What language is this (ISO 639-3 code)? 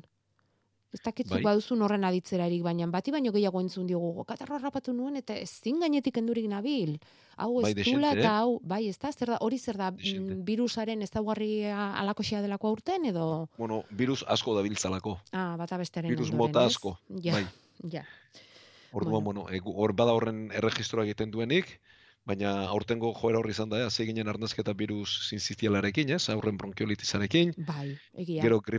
eus